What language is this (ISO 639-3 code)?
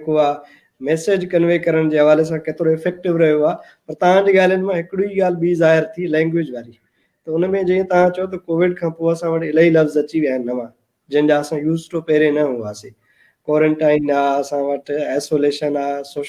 snd